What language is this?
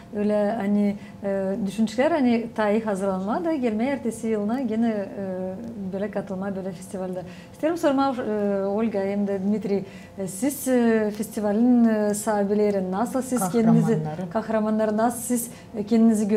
Gagauz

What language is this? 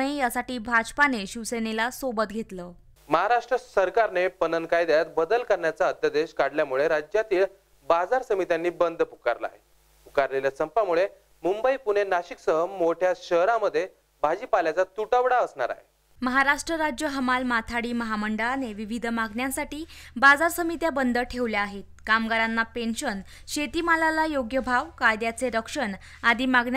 Marathi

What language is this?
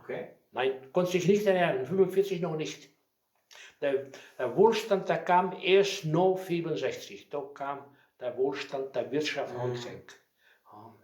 Westphalien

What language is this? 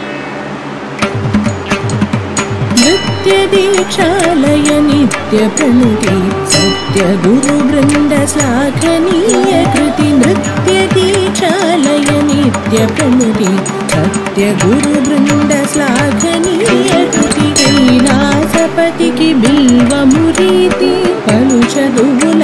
Telugu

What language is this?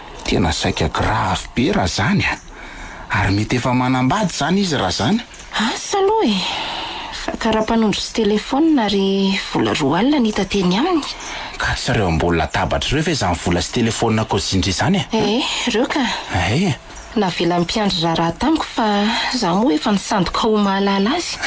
Malagasy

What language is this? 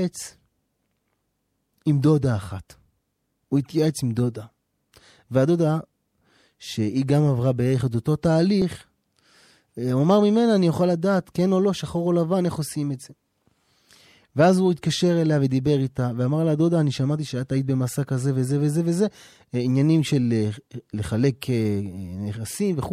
Hebrew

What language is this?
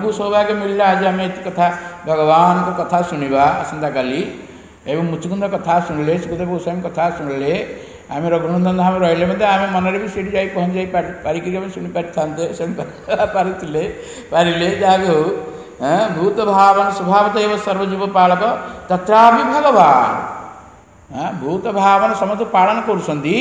Odia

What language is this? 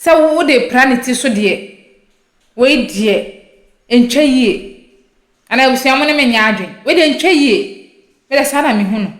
Akan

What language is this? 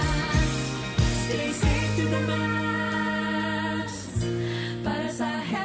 Bikol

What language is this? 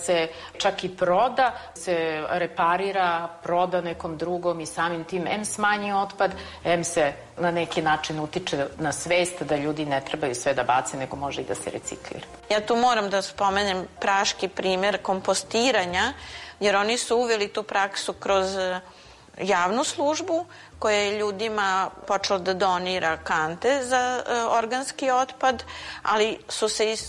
Serbian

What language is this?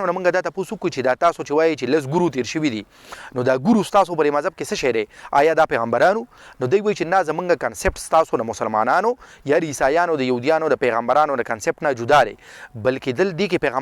Pashto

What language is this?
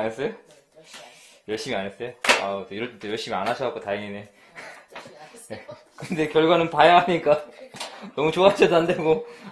Korean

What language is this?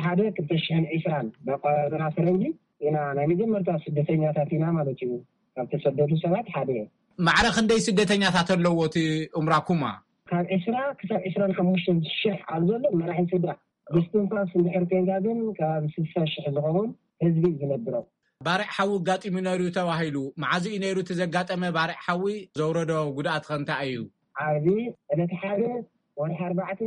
Tigrinya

